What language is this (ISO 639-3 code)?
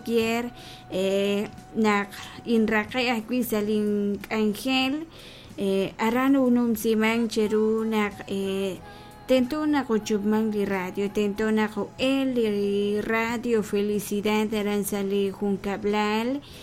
kek